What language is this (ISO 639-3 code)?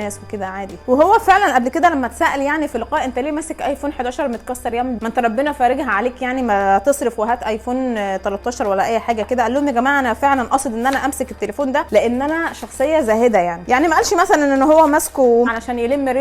arz